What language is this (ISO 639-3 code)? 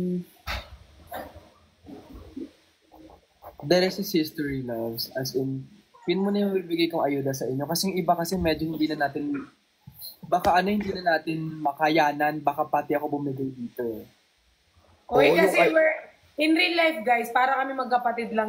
fil